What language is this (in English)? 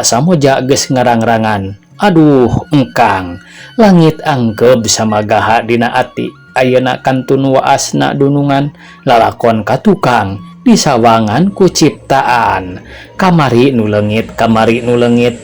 Sundanese